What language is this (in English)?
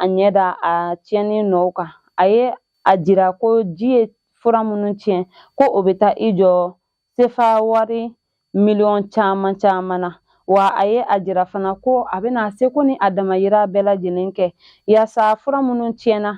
Bambara